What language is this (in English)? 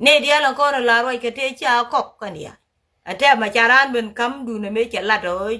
Nuer